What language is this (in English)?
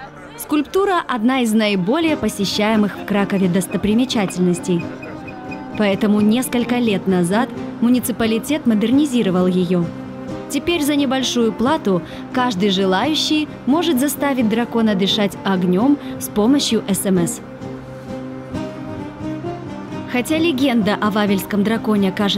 Russian